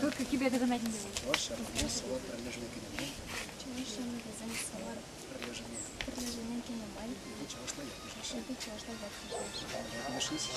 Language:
Chuvash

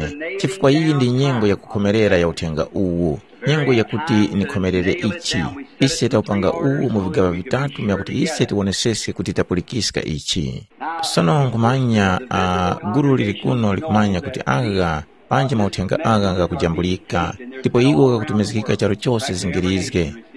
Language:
Tumbuka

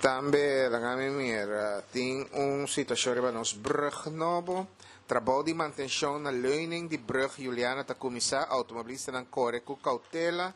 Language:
Papiamento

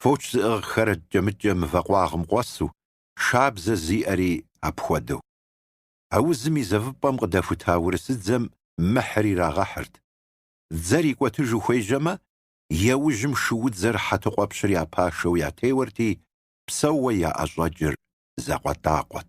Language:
Kabardian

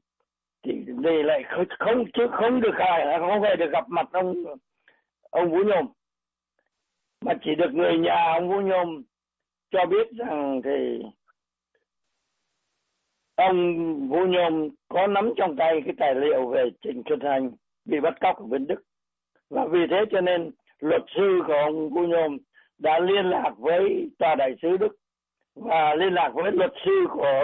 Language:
Vietnamese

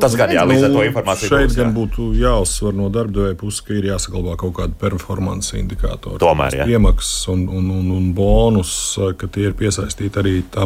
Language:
Latvian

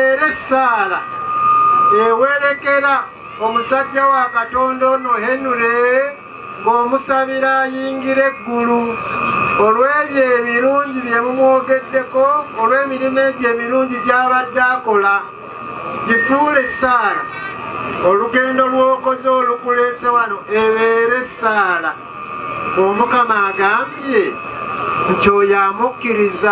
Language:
Ganda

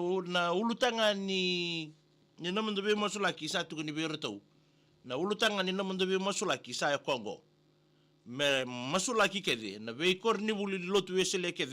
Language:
Fijian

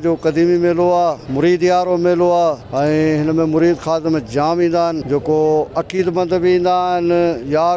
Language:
Sindhi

